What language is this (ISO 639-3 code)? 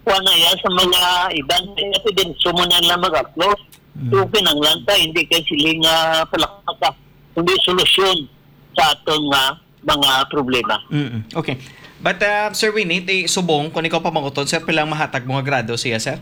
hil